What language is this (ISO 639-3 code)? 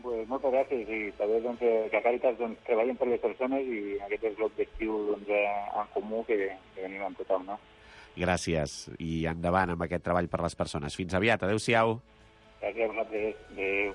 cat